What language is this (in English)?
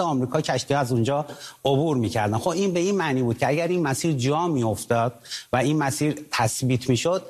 Persian